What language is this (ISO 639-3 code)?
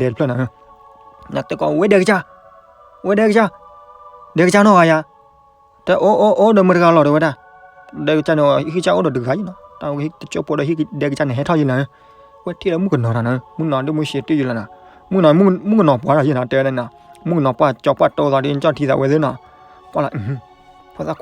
ksw